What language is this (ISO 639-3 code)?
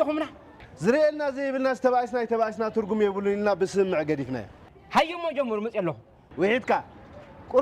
tir